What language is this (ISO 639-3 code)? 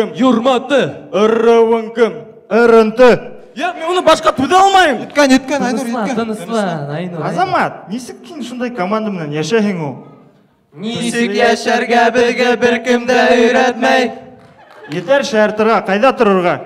bak